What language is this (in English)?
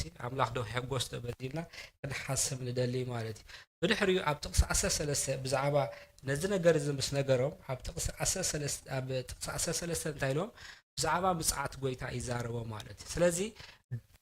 Tigrinya